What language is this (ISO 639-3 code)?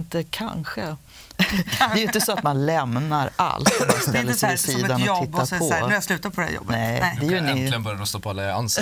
swe